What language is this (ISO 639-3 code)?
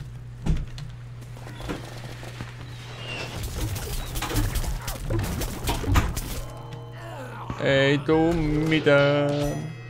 fin